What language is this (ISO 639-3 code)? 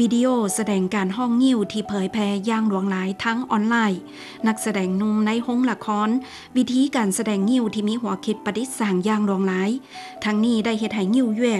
lao